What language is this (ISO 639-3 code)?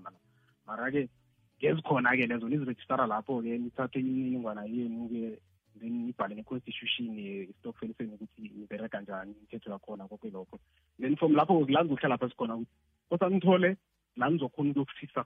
nbl